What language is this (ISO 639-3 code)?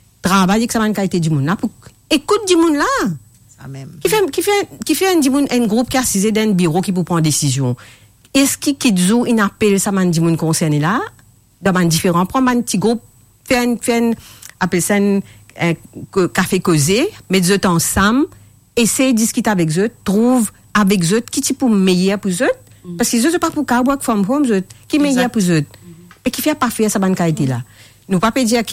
mfe